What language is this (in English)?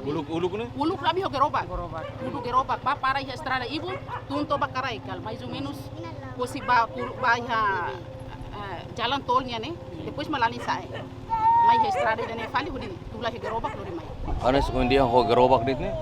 Tetum